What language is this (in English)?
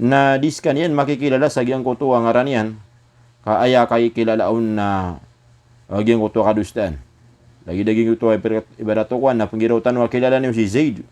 Maranao